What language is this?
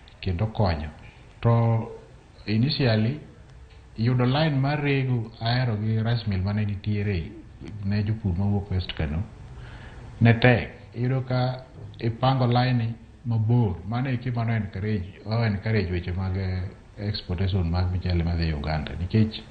Luo (Kenya and Tanzania)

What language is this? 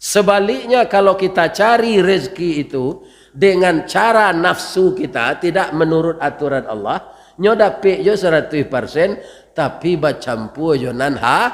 Minangkabau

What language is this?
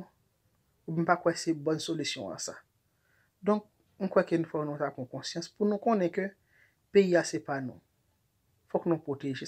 Haitian Creole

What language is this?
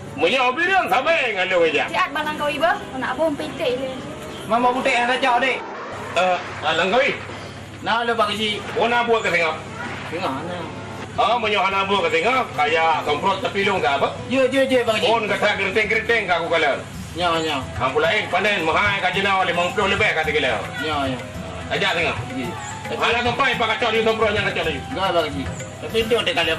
Achinese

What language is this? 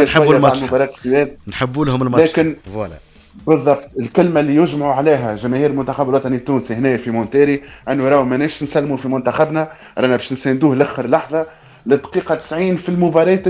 Tunisian Arabic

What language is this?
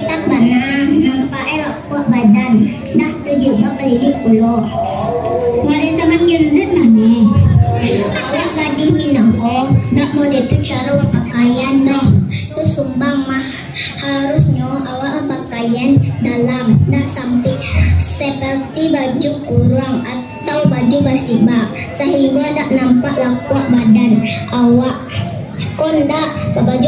Minangkabau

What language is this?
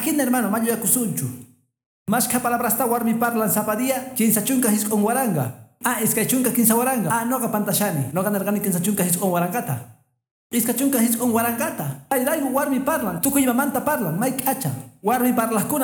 Quechua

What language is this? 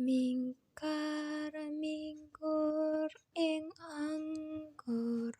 Javanese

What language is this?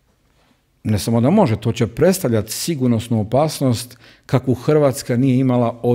Croatian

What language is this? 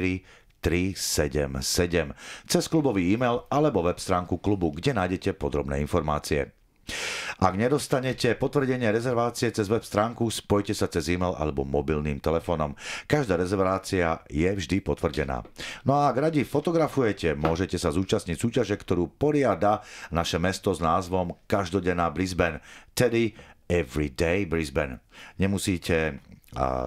Slovak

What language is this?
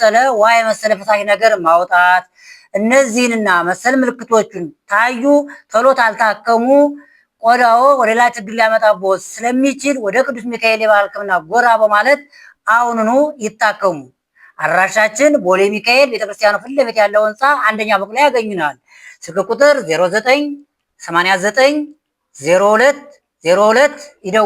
Amharic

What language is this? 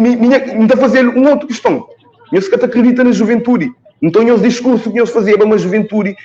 Kabuverdianu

